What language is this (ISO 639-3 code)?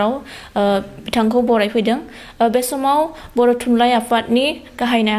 brx